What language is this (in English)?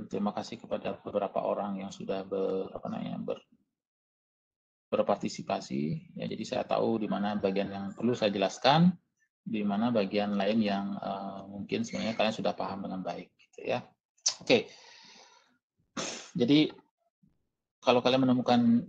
Indonesian